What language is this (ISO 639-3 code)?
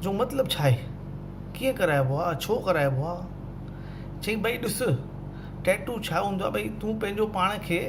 snd